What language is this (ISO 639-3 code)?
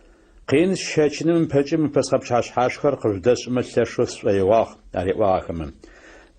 ady